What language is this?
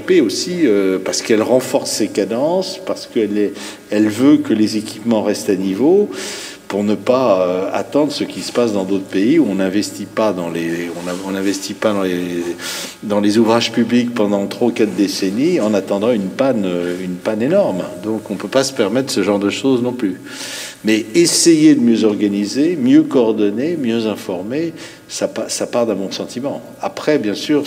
French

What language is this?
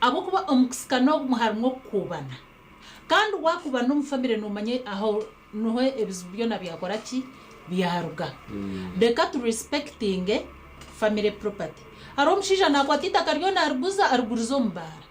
Nyankole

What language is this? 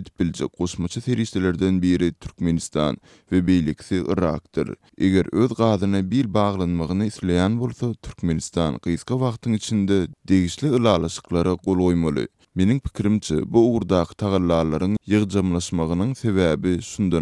Turkmen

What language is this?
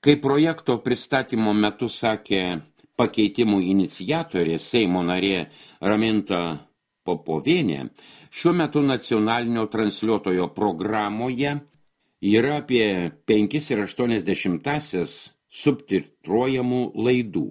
Lithuanian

